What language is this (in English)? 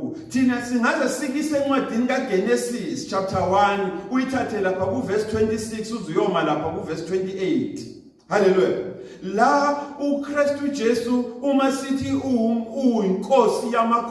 Zulu